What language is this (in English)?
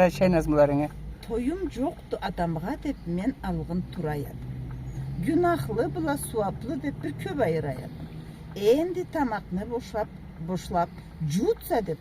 Karachay-Balkar